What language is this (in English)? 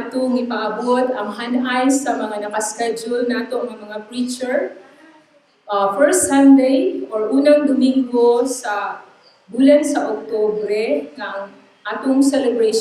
Cebuano